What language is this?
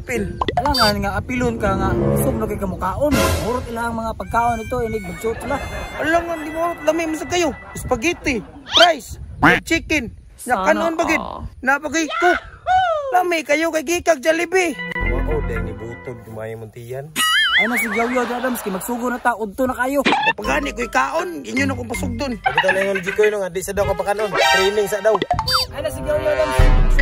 Cebuano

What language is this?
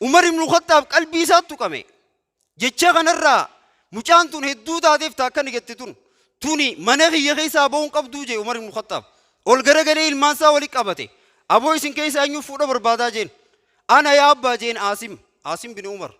Oromo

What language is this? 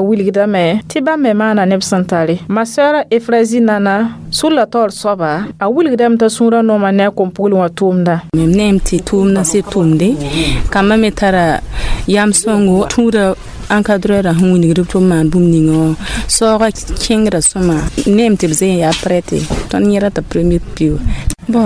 Mossi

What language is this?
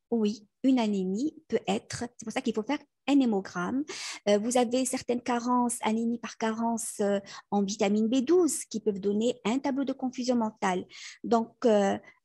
French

